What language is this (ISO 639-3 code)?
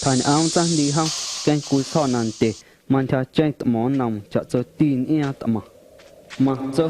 amu